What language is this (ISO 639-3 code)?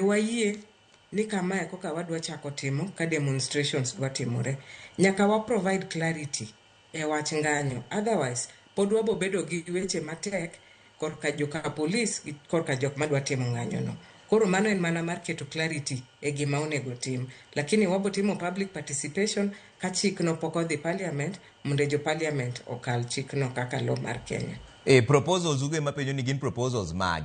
luo